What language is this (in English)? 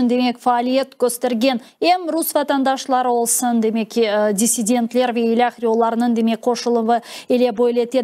Crimean Tatar